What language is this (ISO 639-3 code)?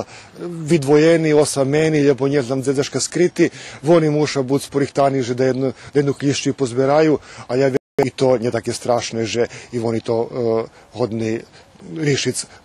rue